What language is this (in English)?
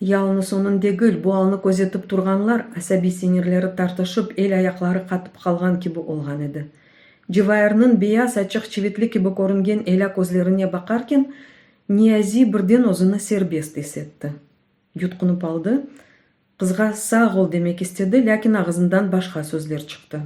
Crimean Tatar